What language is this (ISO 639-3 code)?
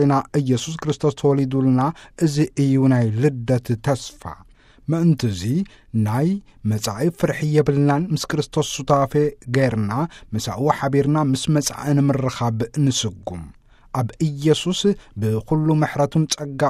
tir